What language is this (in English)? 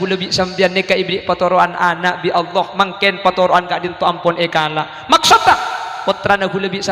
Madurese